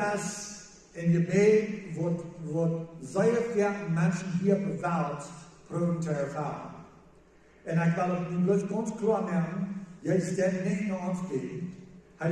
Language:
Plautdietsch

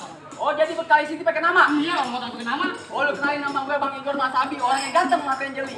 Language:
Betawi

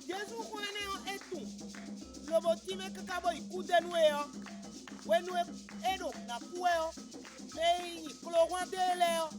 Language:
Fon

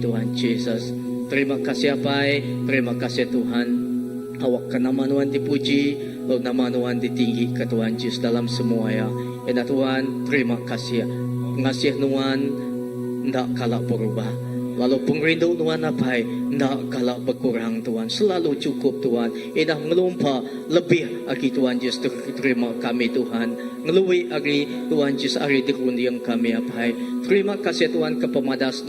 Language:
Iban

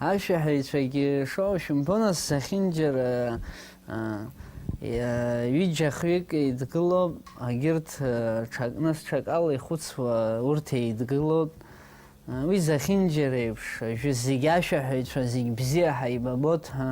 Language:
Abkhazian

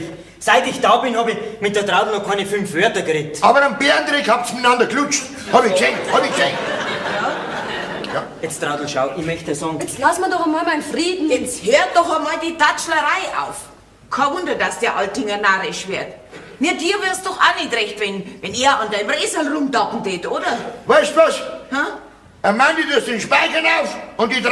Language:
Bavarian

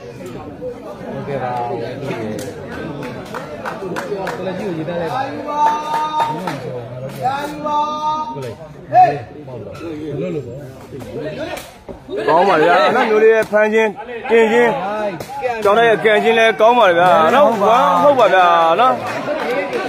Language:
Burmese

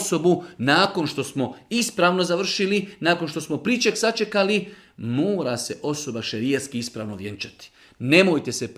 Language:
Bosnian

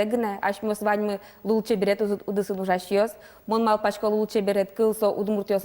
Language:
Udmurt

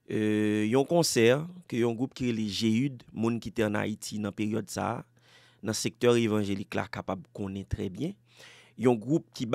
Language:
Haitian Creole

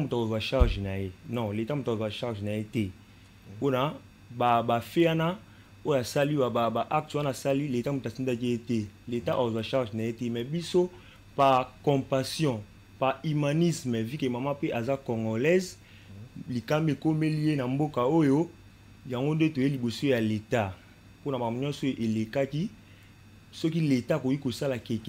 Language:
Lingala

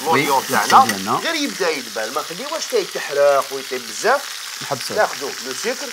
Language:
Algerian Arabic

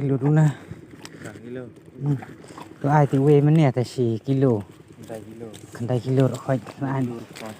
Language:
Khasi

